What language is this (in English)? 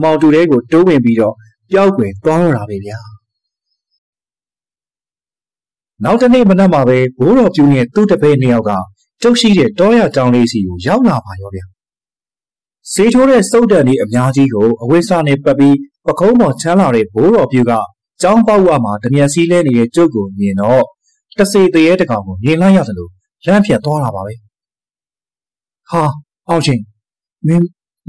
Burmese